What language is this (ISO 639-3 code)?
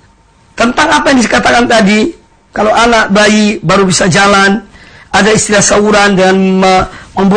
ind